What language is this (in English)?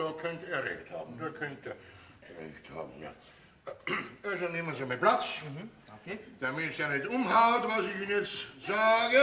Bavarian